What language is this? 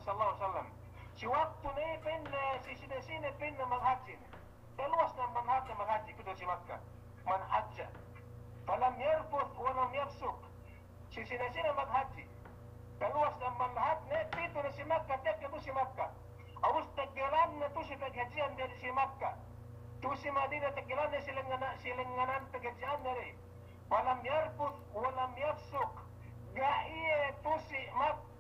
Yakan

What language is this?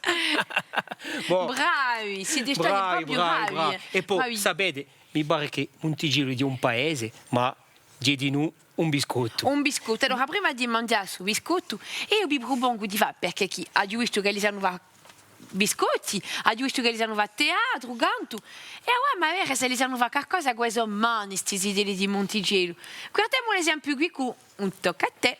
Corsican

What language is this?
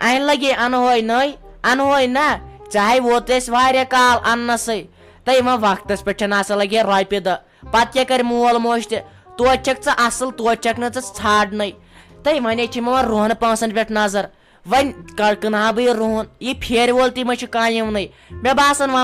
Kashmiri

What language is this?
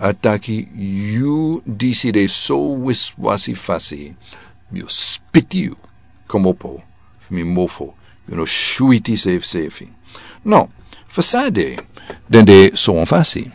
Sranan Tongo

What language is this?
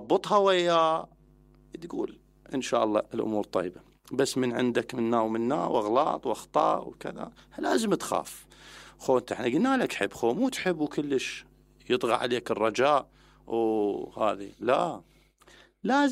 Mesopotamian Arabic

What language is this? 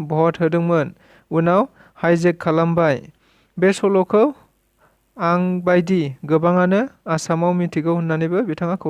Bodo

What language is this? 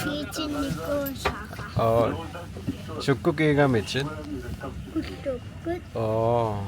Kalaallisut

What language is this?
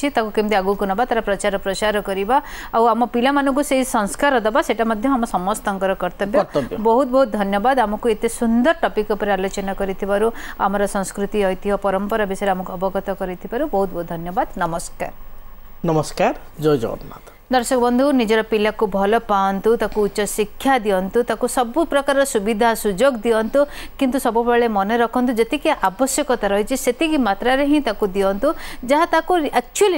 Odia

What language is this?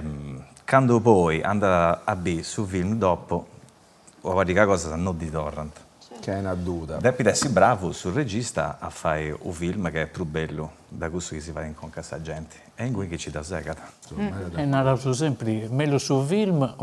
Sardinian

